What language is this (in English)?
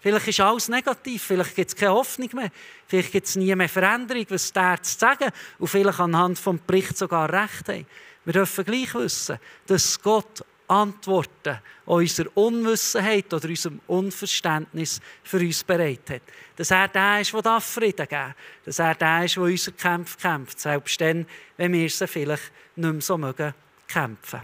Swiss German